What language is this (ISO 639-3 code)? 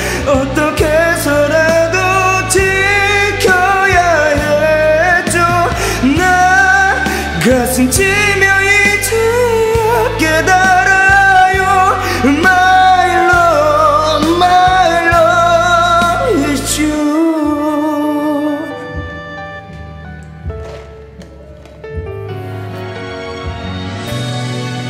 kor